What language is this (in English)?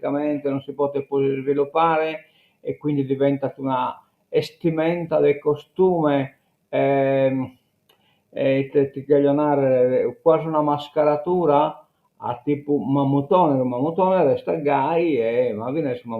Sardinian